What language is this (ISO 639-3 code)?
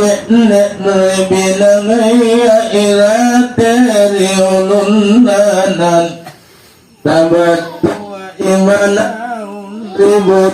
mak